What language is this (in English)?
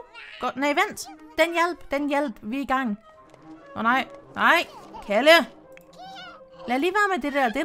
Danish